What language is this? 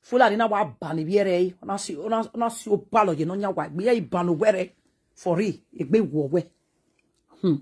Nigerian Pidgin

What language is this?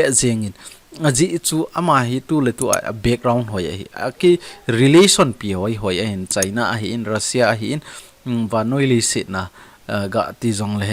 Thado Chin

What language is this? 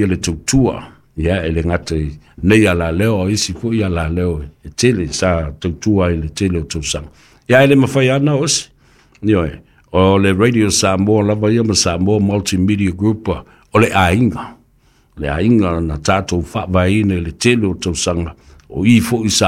Samoan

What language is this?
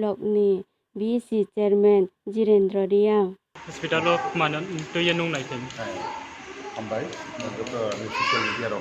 Riang (India)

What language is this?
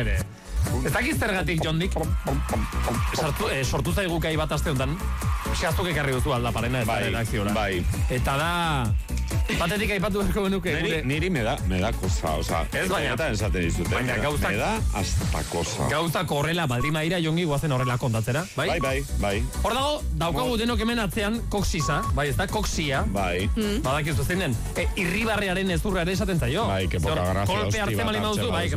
Basque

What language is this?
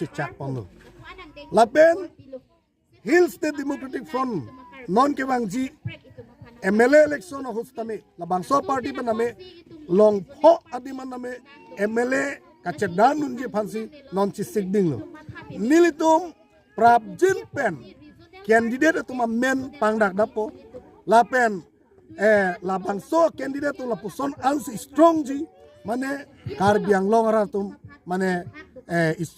Karbi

